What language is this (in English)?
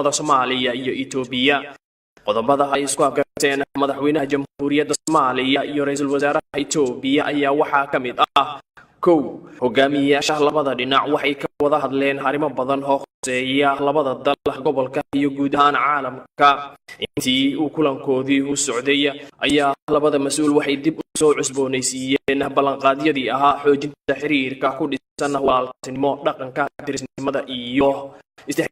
Somali